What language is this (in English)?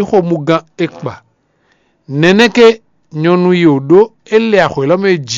Fon